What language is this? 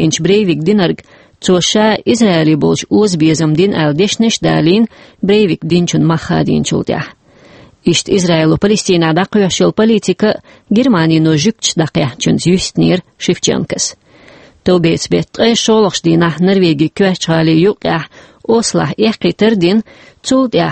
Chechen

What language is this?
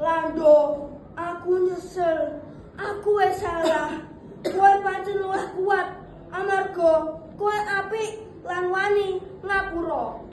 Javanese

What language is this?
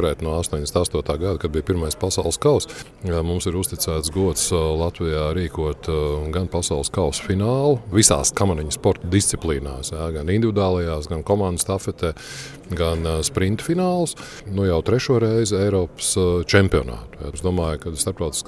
Latvian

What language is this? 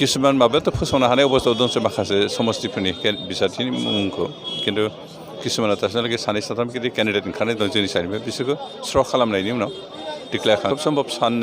Bodo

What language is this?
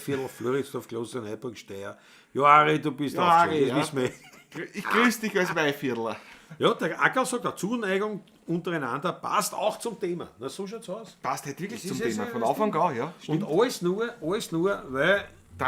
Bavarian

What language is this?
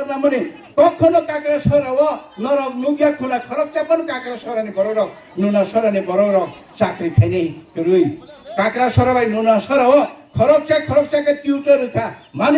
Kok Borok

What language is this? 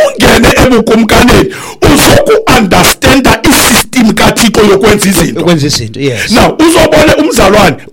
Xhosa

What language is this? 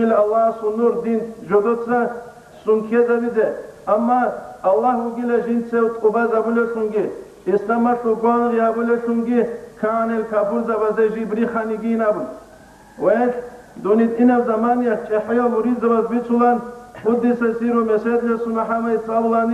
Avaric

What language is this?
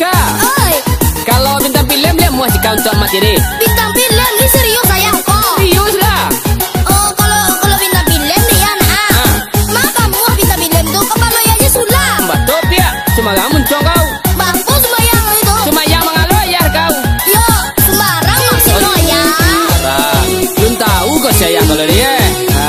Minangkabau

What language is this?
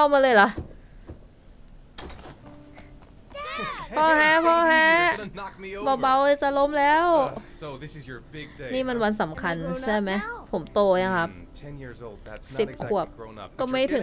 Thai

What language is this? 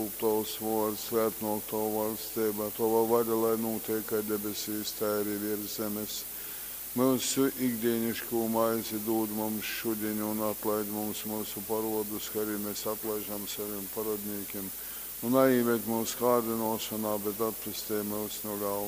Latgalian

